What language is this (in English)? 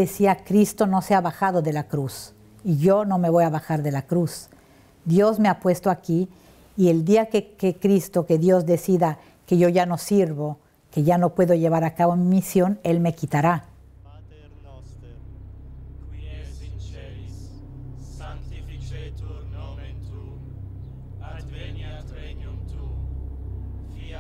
Spanish